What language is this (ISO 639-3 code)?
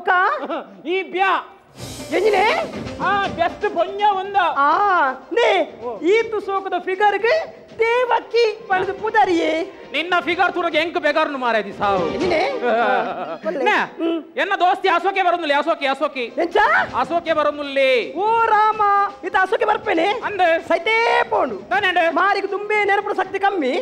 tcy